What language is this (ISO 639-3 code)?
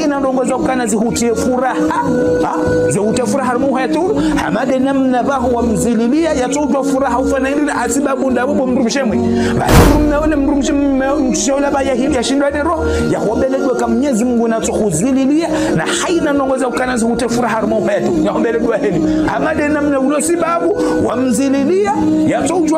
zdj